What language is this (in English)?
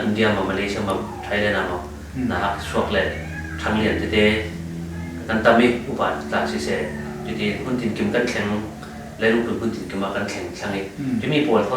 Falam Chin